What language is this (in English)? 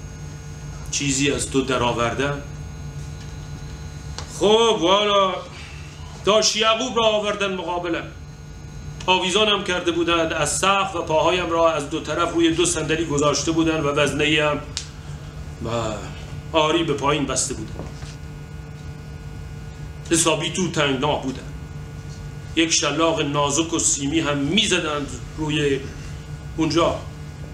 Persian